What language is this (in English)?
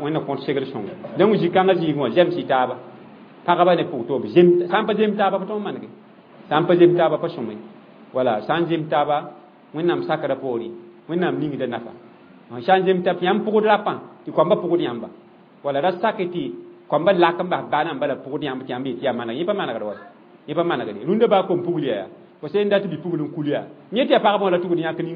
Mossi